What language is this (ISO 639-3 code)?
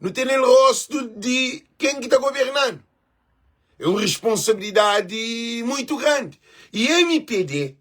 kea